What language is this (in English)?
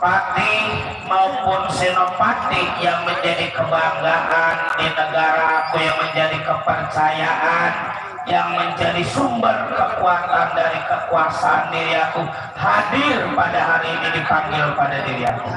Betawi